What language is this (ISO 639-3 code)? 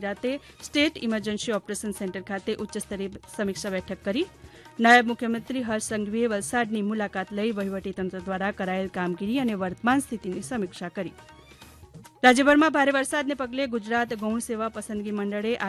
guj